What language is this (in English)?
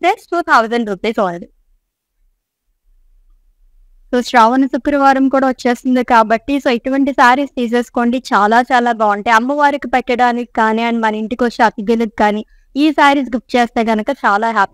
Telugu